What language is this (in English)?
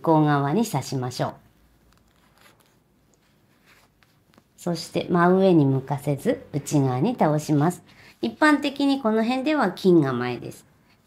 Japanese